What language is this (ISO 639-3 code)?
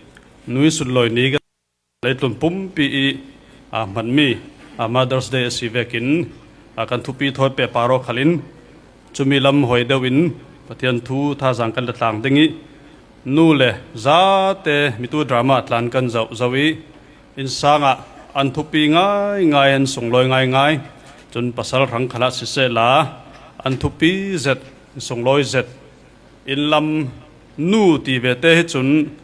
cfm